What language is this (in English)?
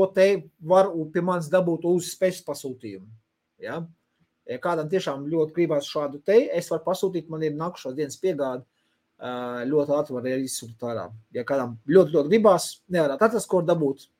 Latvian